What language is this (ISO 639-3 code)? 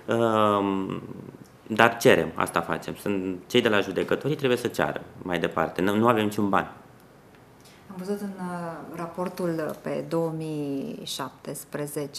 ron